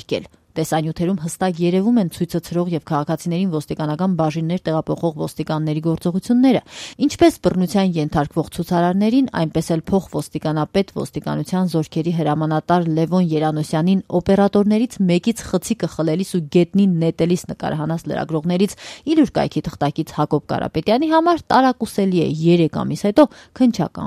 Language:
Armenian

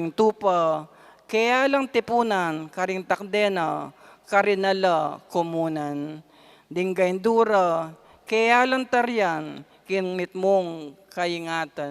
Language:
Pampanga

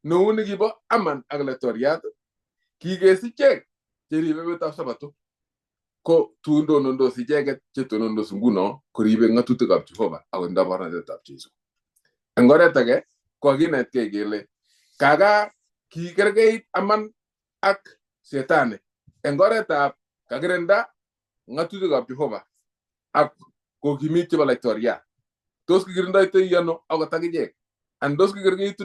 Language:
Kalenjin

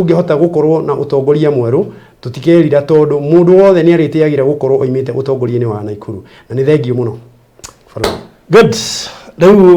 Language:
Kikuyu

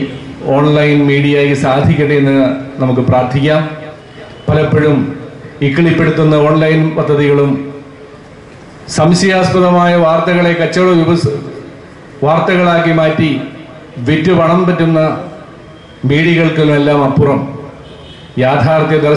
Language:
Malayalam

